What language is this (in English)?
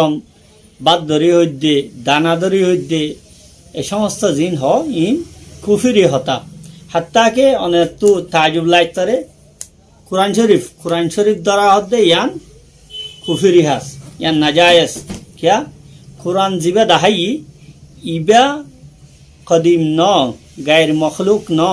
Rohingya